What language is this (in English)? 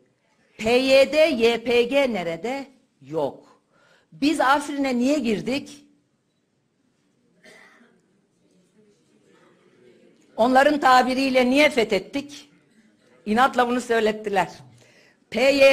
Turkish